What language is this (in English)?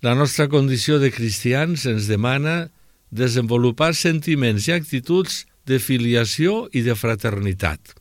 Catalan